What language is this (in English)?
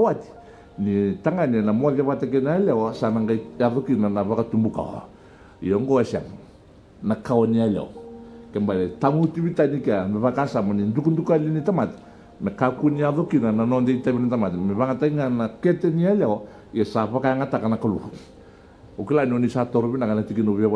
Fijian